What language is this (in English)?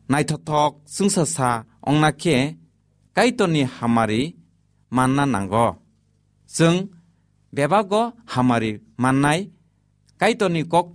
Kok Borok